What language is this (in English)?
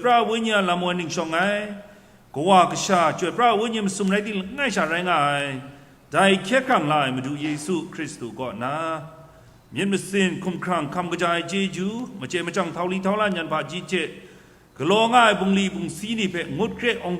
Kachin